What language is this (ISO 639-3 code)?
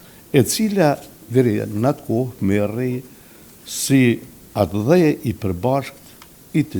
sqi